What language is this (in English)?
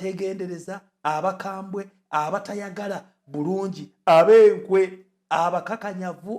Ganda